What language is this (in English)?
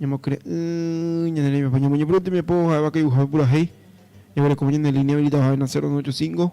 Guarani